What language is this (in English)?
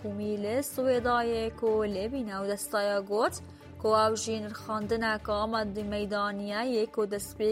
Kurdish